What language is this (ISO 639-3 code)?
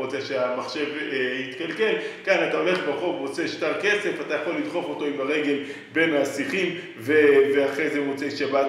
heb